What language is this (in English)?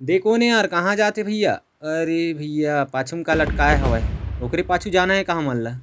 Chhattisgarhi